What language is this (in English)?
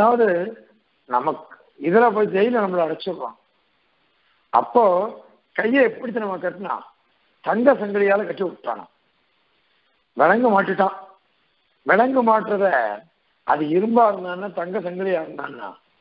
Tamil